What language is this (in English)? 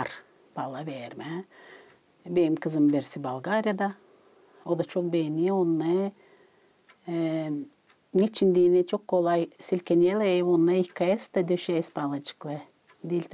Gagauz